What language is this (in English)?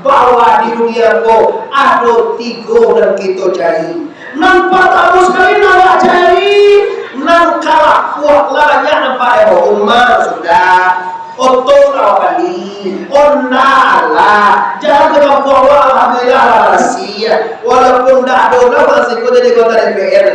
Minangkabau